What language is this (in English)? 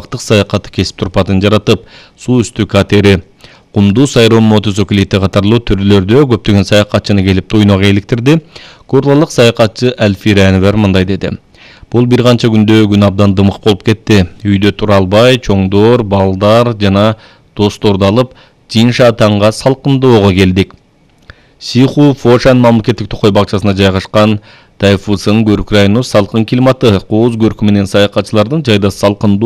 Kyrgyz